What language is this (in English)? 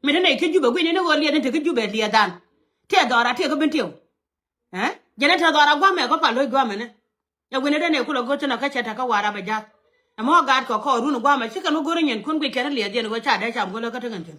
Nuer